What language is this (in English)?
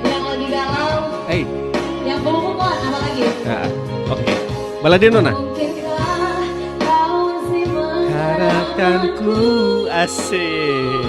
Ambonese Malay